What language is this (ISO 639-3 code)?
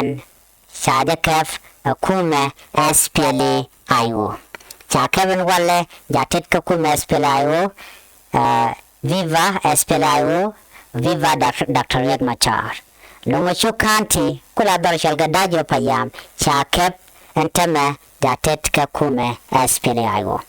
nus